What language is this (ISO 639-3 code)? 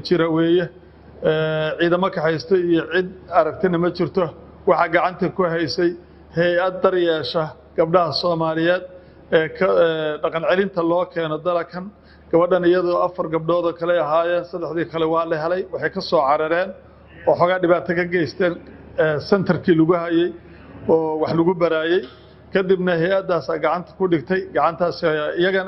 som